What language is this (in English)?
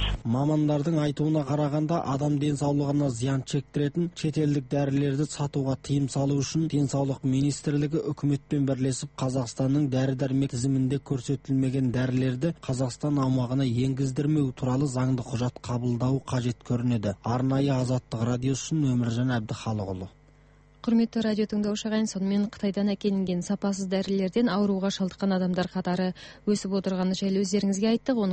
Kazakh